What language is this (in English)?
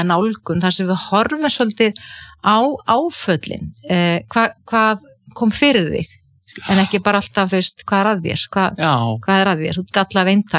Icelandic